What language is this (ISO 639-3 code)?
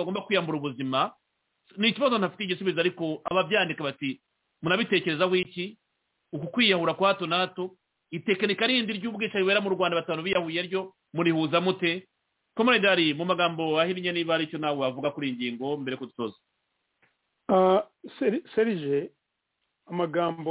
kin